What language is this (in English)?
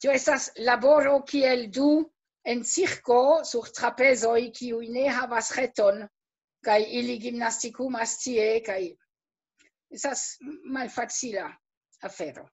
Esperanto